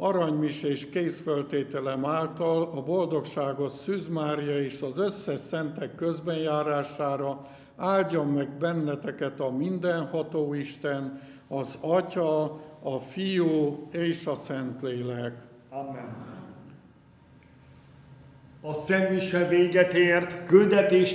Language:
Hungarian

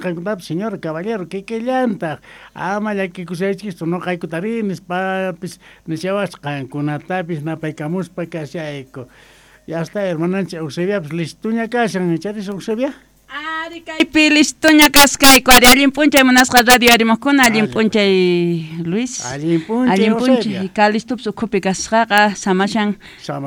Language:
South Bolivian Quechua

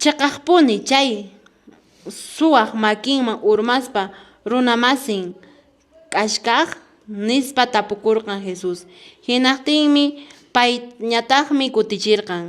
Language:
Quechua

